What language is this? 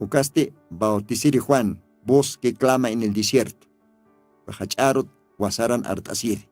Aymara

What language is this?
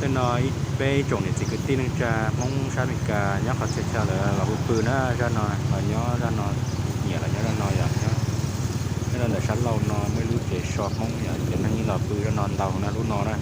Hmong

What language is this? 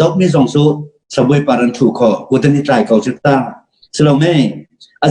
Hakha Chin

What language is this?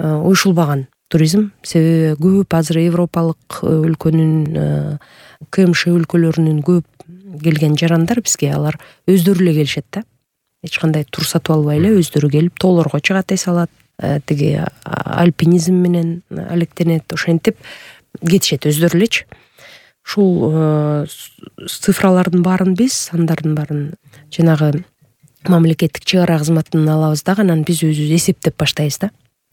Kyrgyz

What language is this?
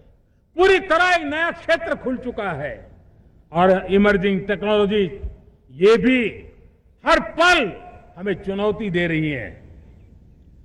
Hindi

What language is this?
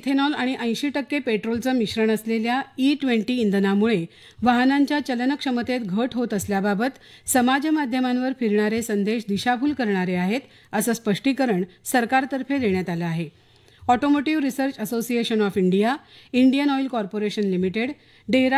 Marathi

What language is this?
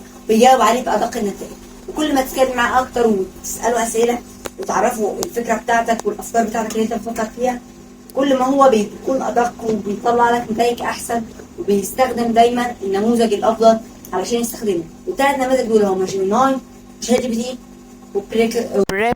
Egyptian Arabic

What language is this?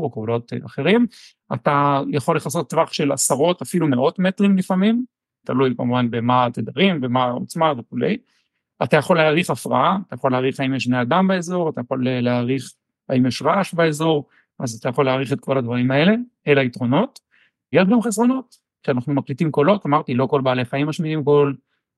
Hebrew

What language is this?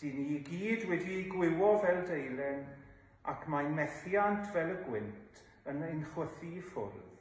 Welsh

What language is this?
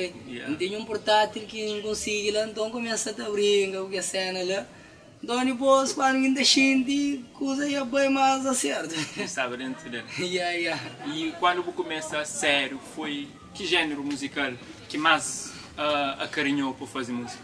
Kabuverdianu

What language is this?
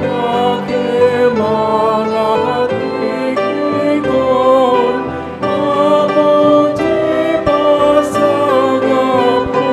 Batak Toba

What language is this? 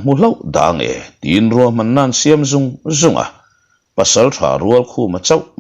Mizo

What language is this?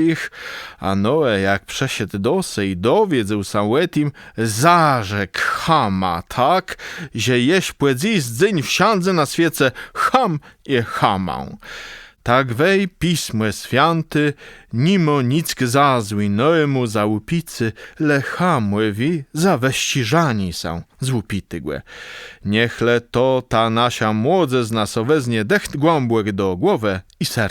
Kashubian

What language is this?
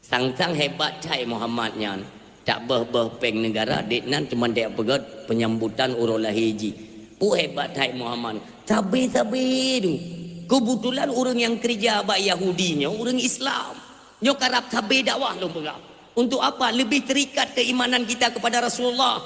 Achinese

